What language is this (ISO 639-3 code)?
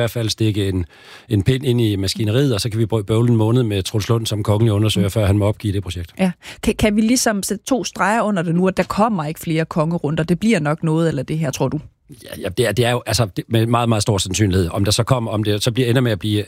dan